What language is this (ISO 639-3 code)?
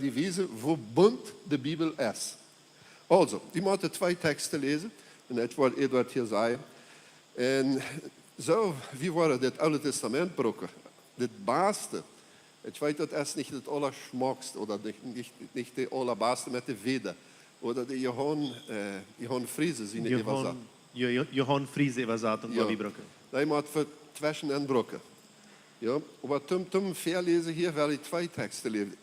pdt